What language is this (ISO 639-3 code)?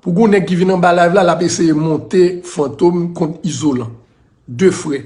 hat